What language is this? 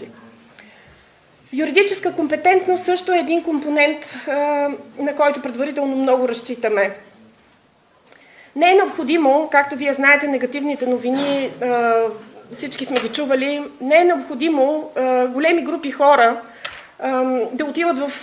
Bulgarian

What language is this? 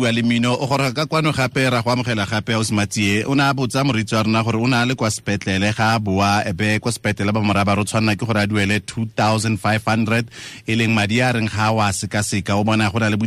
Tswana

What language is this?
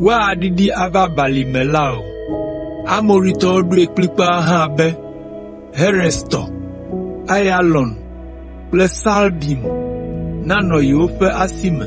Ewe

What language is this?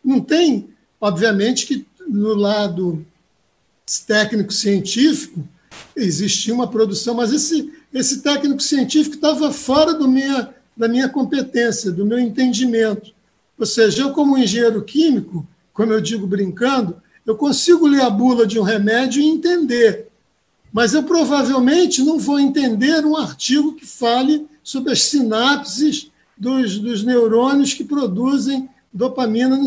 Portuguese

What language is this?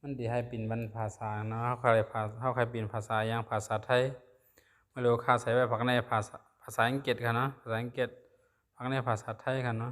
Shan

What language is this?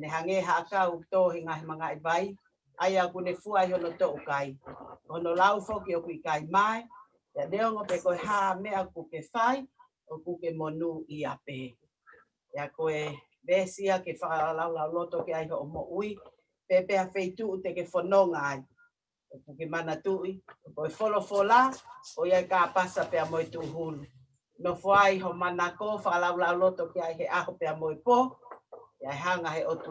Tongan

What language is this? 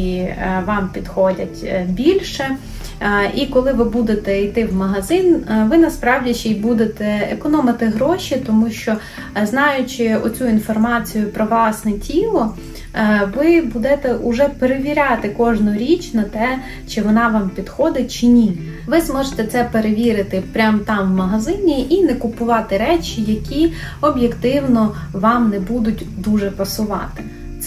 Ukrainian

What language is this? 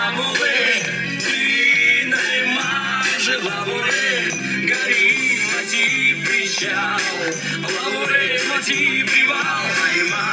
Chuvash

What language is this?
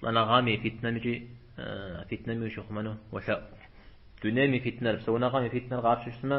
Kabardian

